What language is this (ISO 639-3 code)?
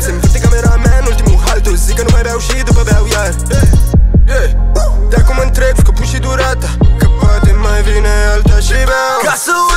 ron